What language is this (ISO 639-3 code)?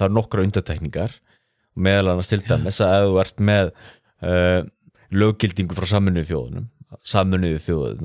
isl